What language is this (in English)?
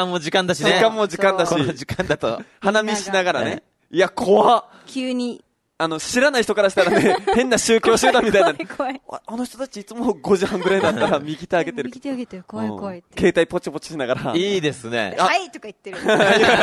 Japanese